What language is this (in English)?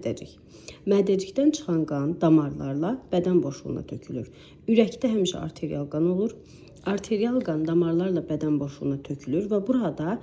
Azerbaijani